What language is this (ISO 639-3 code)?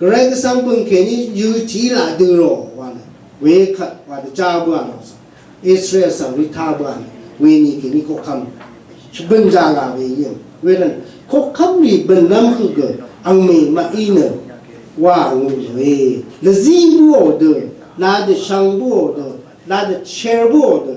raw